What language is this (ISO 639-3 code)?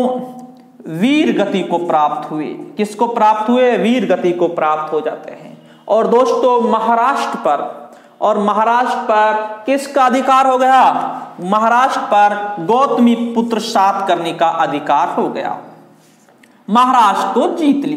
hin